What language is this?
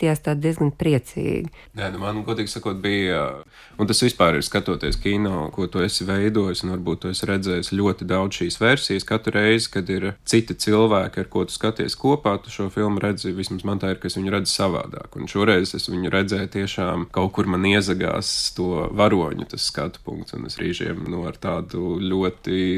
Latvian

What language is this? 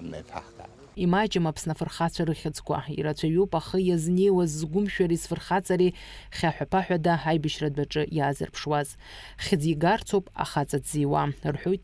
Abkhazian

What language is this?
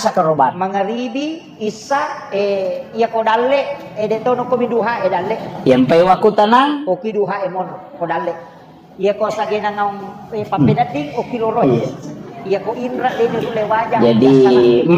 Buginese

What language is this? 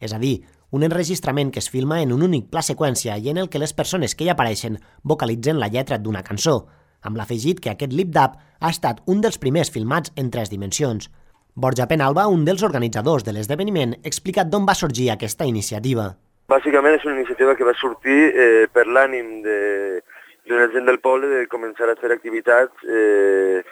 Catalan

